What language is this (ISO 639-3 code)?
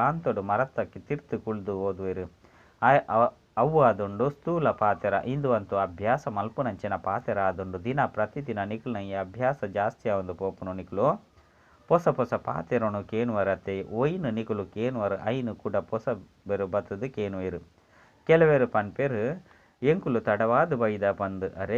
tcy